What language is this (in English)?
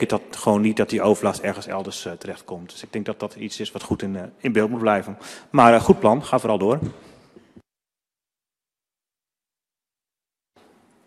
Dutch